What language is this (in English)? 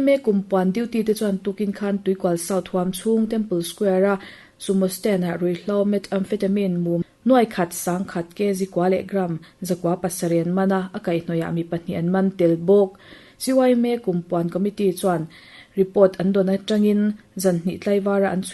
Mizo